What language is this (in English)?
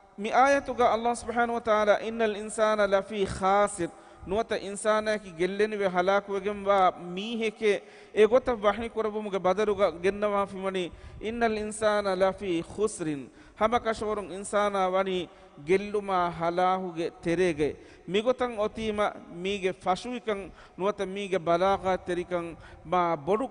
Divehi